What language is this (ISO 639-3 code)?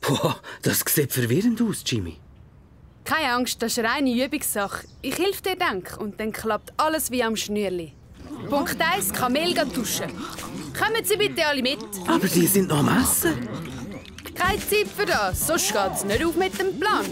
gsw